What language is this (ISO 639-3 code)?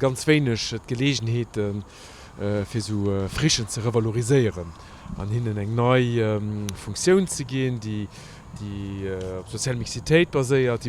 ltz